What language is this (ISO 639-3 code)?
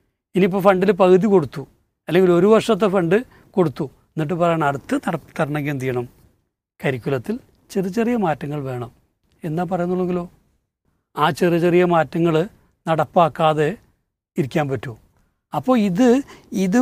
mal